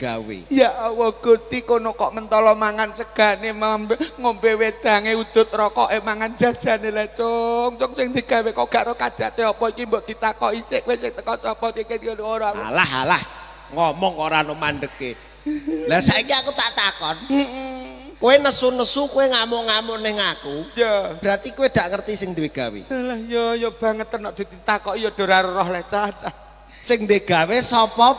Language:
Javanese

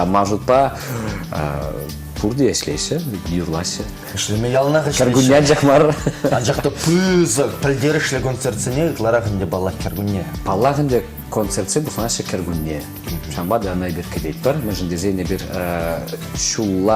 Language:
Chuvash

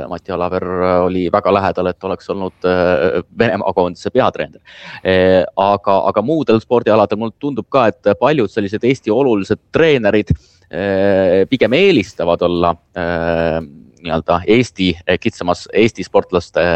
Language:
Estonian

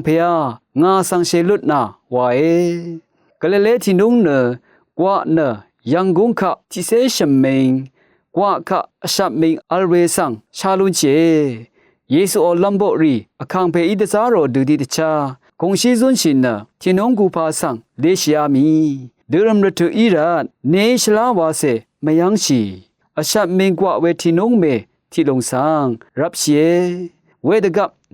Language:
Rawang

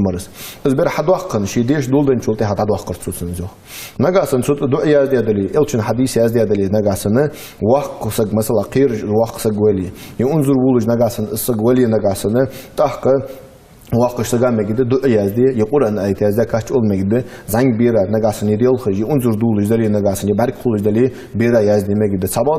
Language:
Ingush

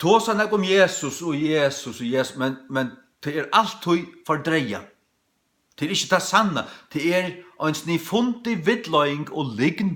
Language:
Faroese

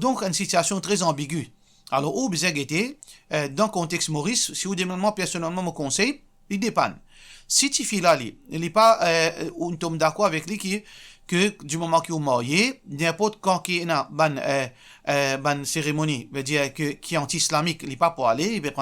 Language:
Morisyen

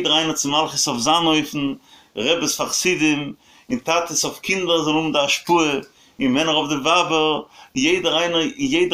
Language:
Yiddish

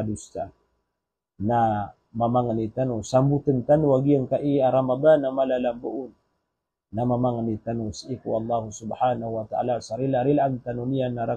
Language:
Maranao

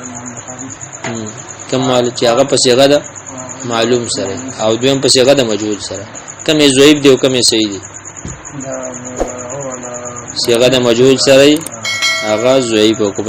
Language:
Pashto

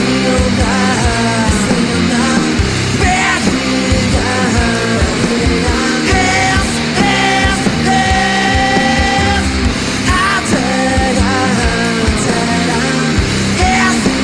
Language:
Basque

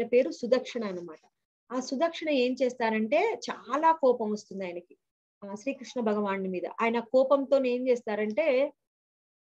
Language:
Telugu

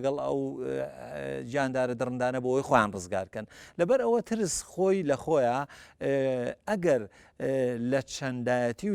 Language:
Central Kurdish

